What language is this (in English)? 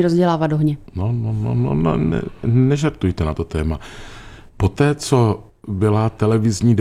Czech